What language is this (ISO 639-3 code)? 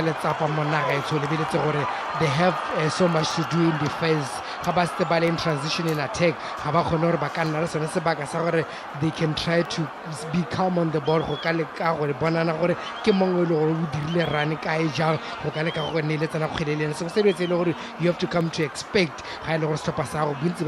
tsn